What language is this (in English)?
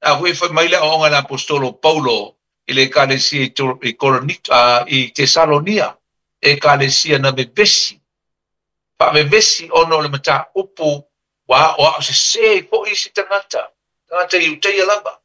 Samoan